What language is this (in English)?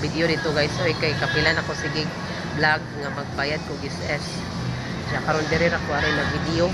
Cebuano